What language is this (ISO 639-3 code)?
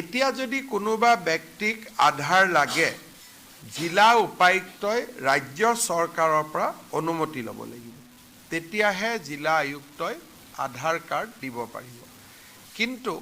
asm